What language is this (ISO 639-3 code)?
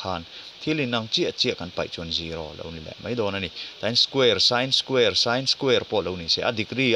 lus